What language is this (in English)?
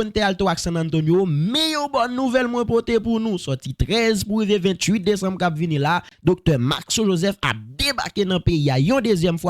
Haitian Creole